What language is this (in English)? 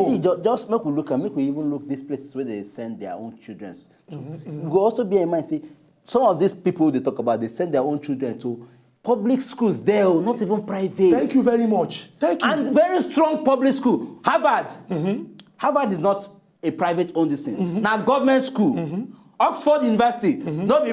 Nigerian Pidgin